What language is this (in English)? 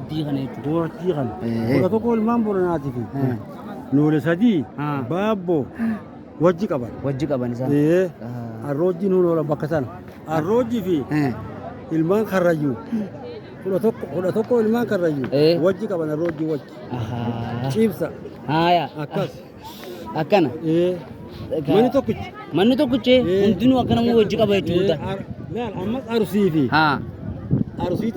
Oromo